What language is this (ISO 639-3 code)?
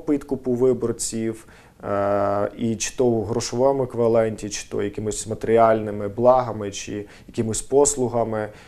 ukr